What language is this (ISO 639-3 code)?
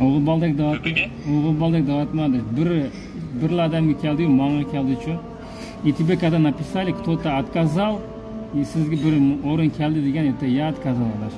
uig